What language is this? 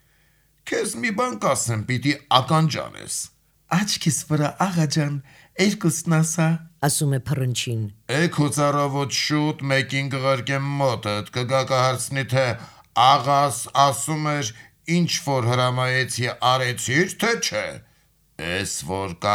Armenian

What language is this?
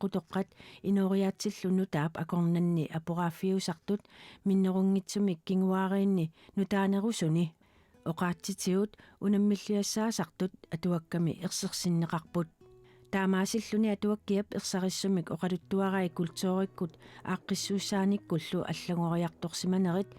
Kalaallisut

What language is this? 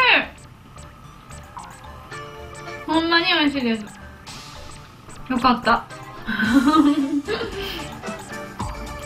Japanese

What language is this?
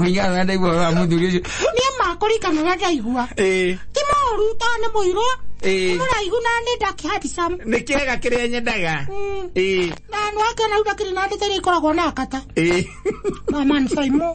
Kikuyu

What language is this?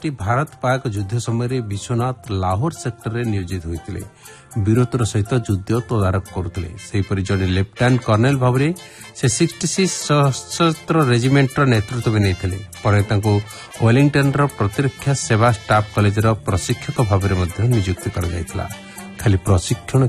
Odia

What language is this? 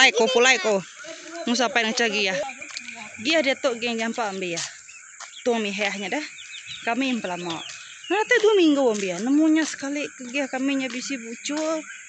Iban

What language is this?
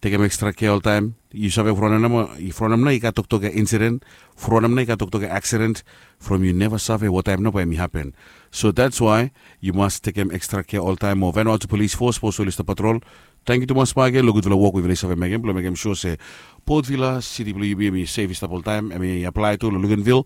Bislama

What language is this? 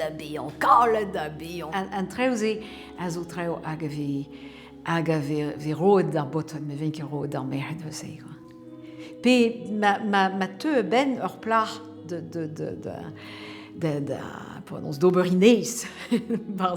Breton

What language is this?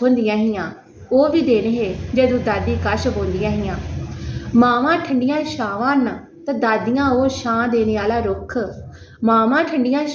Dogri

